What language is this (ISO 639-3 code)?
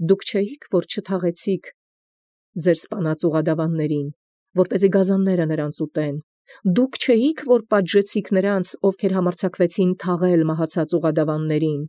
hye